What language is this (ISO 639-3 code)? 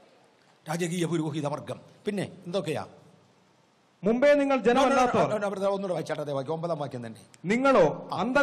mal